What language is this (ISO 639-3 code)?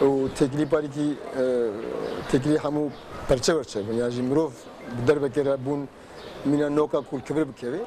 kur